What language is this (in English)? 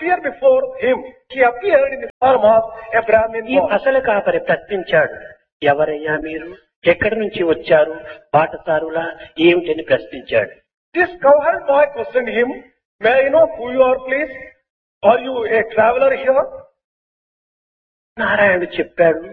Telugu